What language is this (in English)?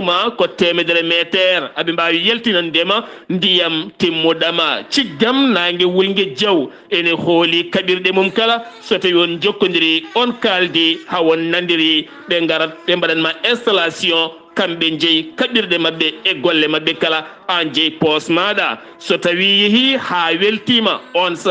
Fula